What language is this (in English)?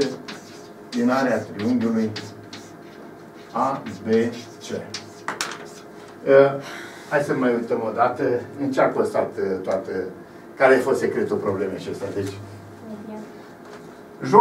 Romanian